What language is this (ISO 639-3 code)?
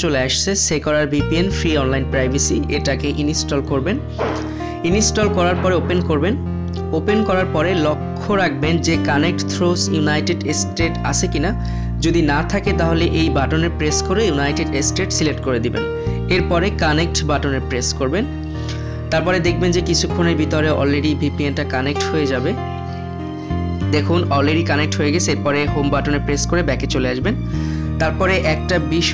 ben